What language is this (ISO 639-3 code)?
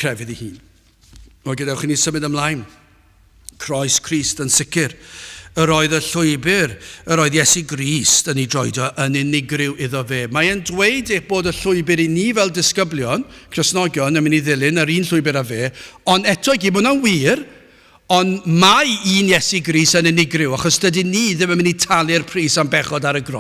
cym